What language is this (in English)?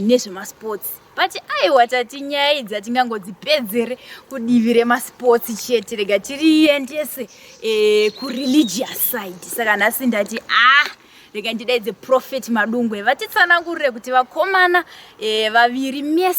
Shona